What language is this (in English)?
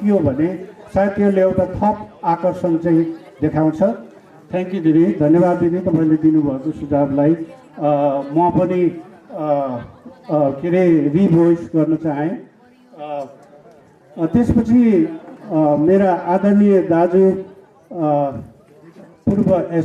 Nepali